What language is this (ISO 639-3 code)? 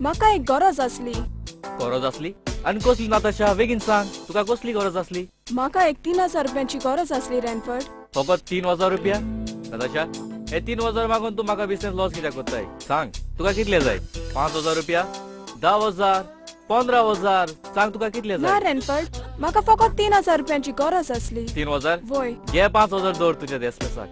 kok